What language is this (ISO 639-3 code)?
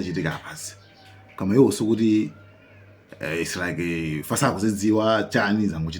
nya